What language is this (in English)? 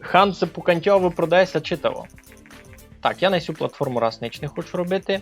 Rusyn